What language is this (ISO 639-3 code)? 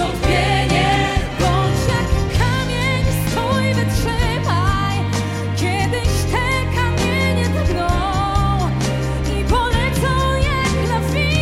pol